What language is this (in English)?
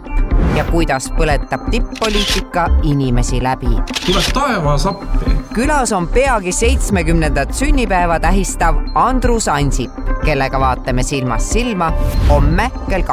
Estonian